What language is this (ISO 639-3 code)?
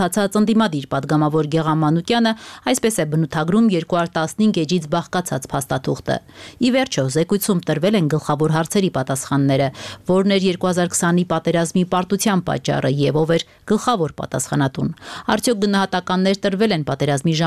hye